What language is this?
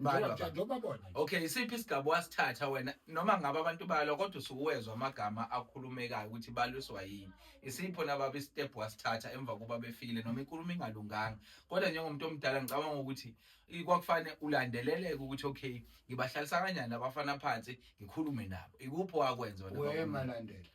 Zulu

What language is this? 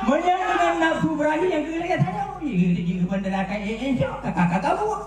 Achinese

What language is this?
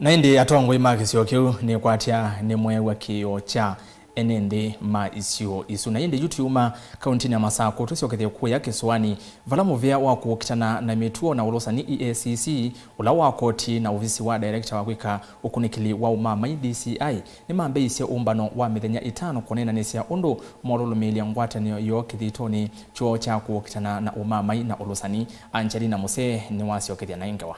Kamba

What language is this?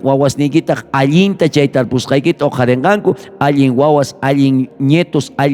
South Bolivian Quechua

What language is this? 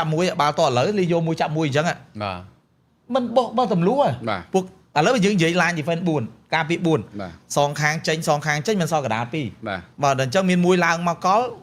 Khmer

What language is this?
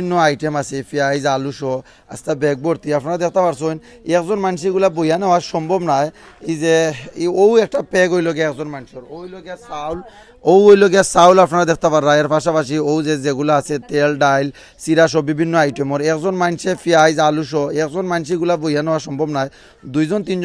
Sylheti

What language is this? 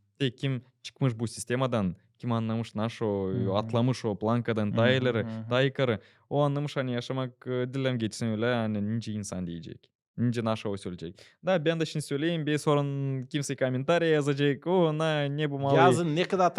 Gagauz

